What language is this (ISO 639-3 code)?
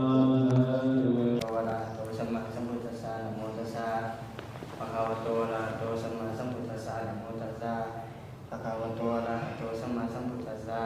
pli